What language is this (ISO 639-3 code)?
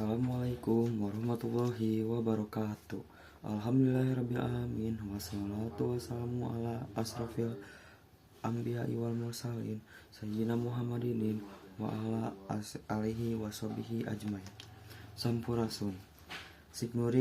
sun